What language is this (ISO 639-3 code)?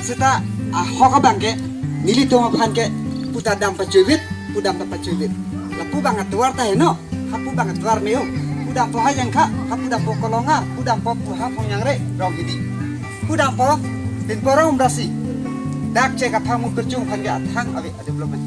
mjw